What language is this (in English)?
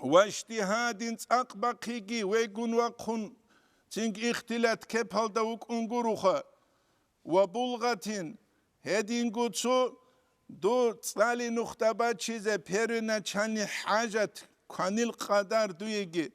Avaric